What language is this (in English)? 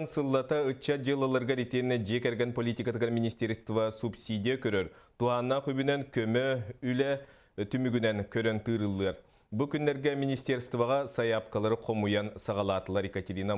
Yakut